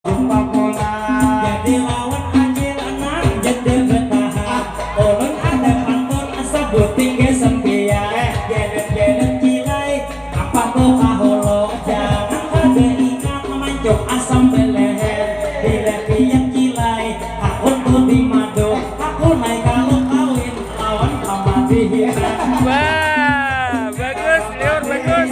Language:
Banjar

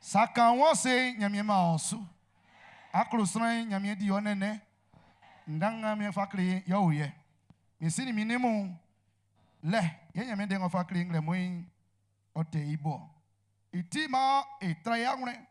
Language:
Baoulé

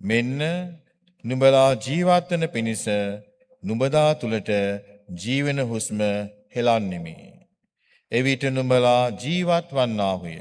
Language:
Sinhala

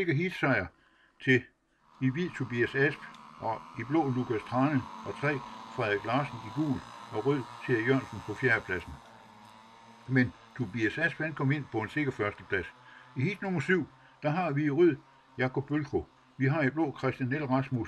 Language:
Danish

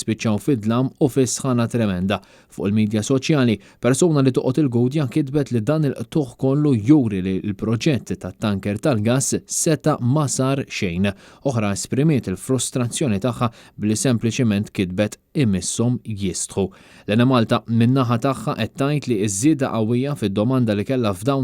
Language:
Maltese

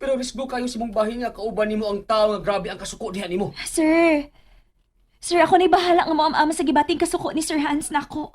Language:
Cebuano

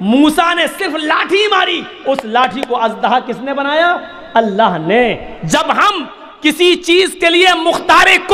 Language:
Urdu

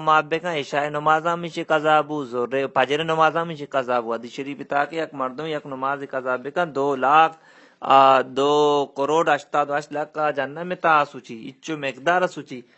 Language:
Baluchi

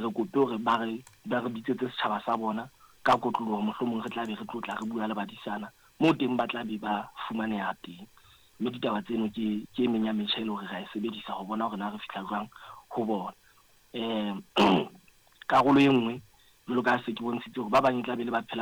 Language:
Southern Sotho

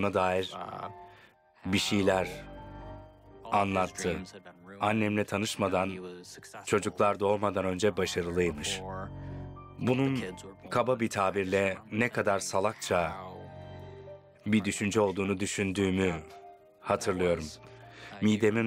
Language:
Turkish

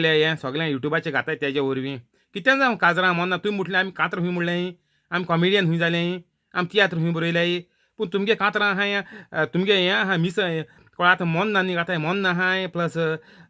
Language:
Konkani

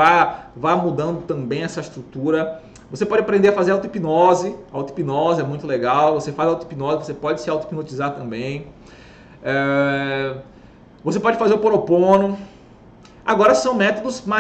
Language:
Portuguese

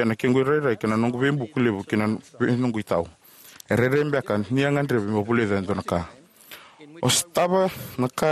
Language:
Fijian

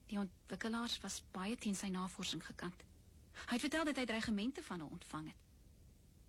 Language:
Afrikaans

